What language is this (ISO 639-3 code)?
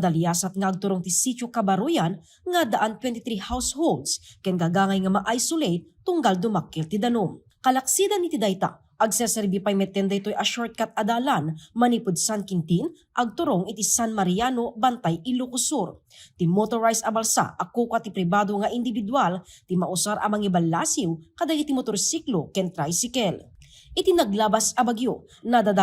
ilo